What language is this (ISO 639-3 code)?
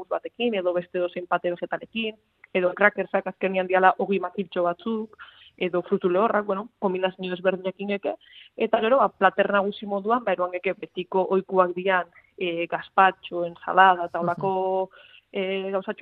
eus